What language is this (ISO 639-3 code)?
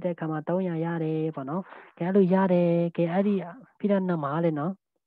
mya